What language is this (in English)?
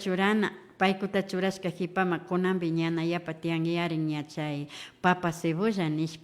Imbabura Highland Quichua